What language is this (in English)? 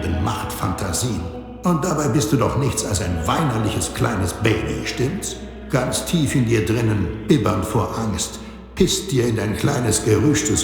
Bavarian